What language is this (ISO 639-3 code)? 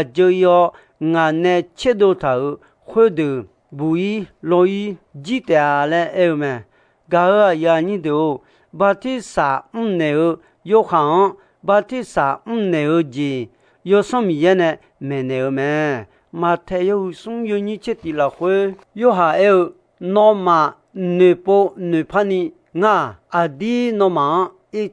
ahk